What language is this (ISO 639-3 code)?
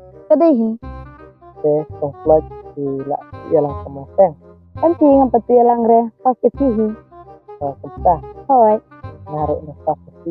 kha